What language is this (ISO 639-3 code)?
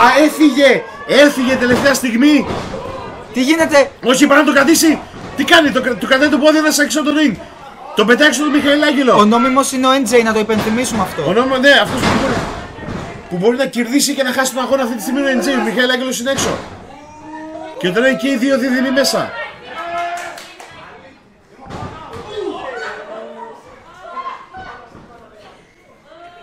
ell